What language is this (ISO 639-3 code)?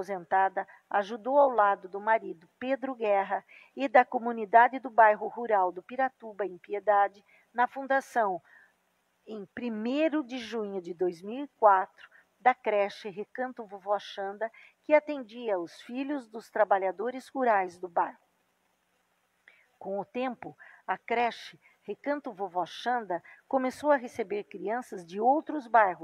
por